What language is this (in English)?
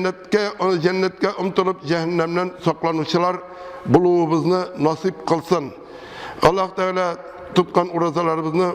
Tatar